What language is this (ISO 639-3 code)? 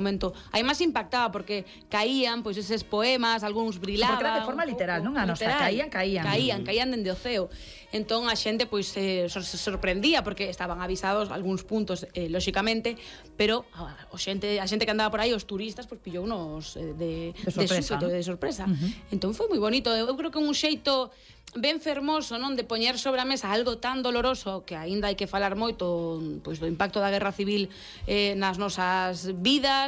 glg